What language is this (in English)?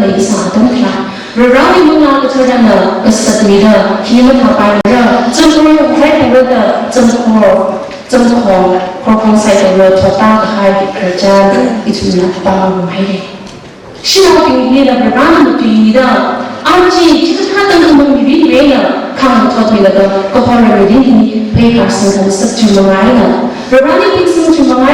Tangkhul Naga (India)